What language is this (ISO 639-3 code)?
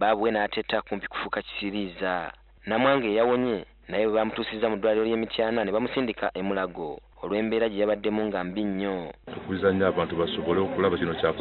lug